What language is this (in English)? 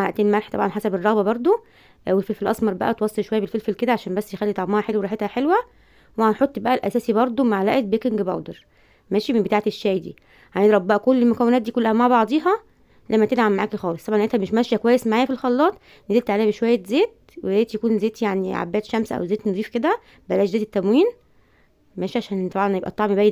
Egyptian Arabic